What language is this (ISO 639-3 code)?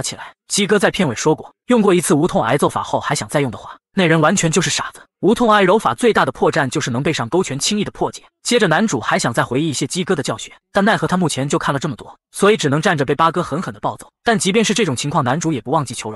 zho